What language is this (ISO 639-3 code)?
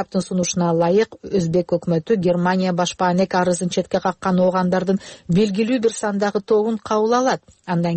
kir